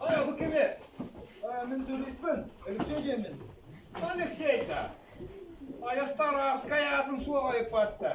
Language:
Yakut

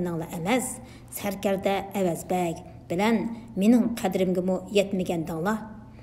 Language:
Uyghur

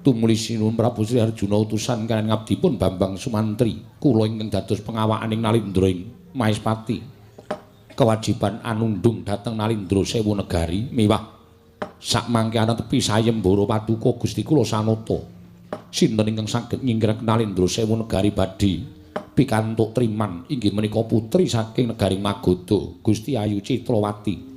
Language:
Javanese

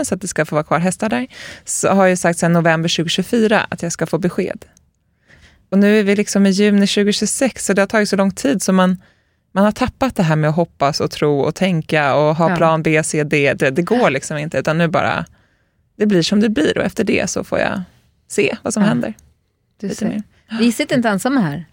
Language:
Swedish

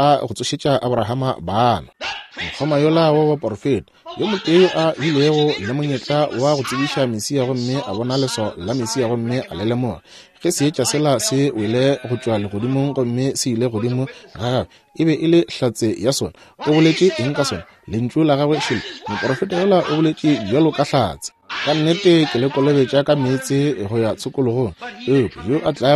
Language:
Northern Sotho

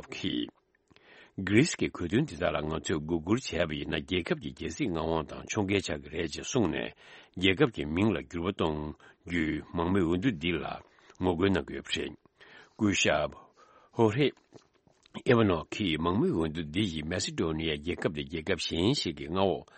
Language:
Tibetan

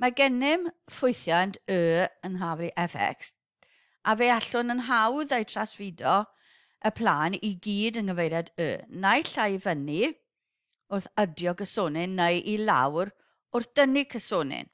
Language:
Welsh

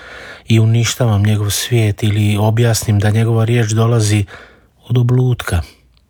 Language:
Croatian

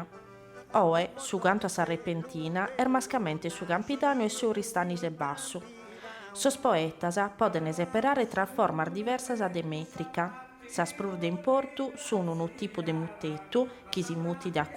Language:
Sardinian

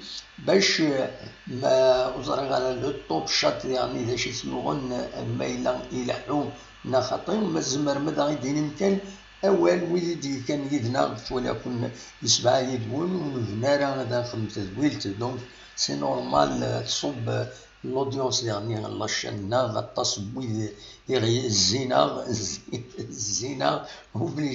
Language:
Kabyle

